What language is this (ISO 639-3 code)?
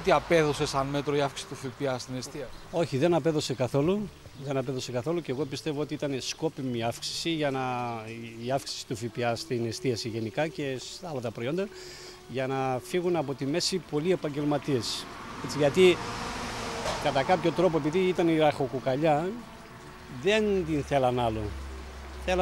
ell